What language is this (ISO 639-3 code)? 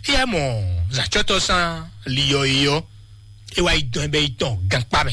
fon